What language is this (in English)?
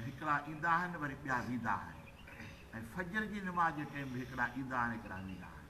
Sindhi